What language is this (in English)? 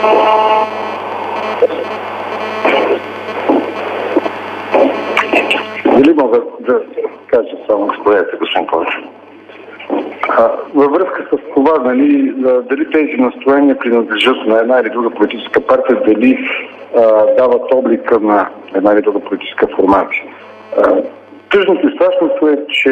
Bulgarian